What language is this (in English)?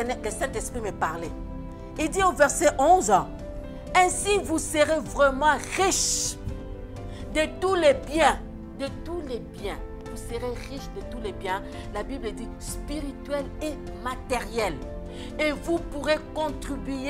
French